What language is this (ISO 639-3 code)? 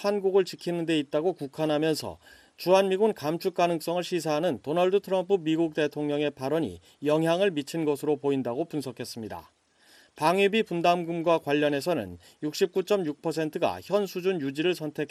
kor